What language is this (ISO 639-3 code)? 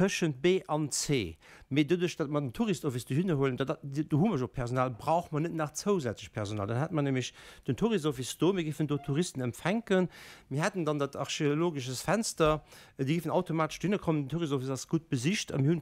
ltz